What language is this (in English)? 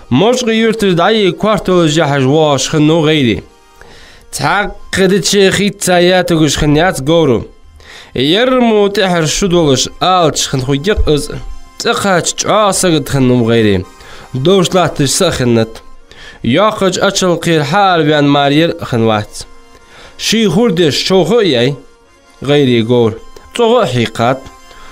Ingush